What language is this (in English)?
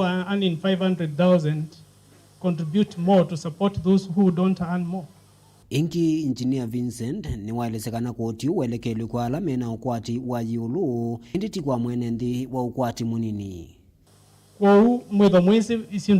Kamba